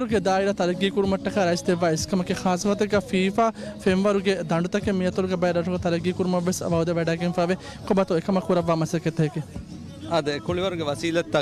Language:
Divehi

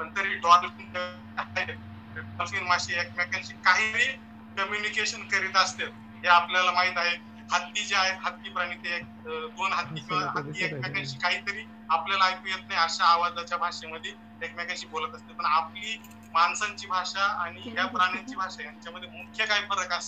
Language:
Marathi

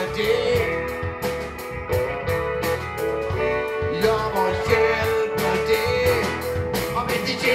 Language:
Swedish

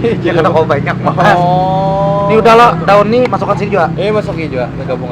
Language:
Banjar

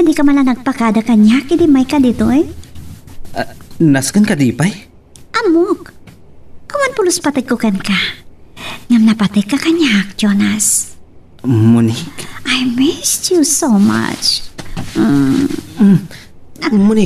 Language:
Iloko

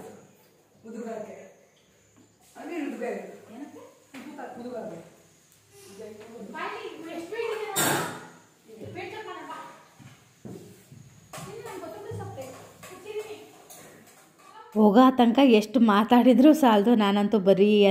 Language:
Kannada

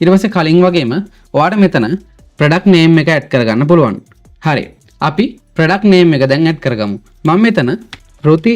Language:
Sinhala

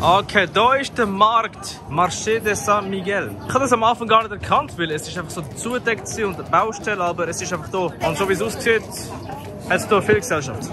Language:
Swiss German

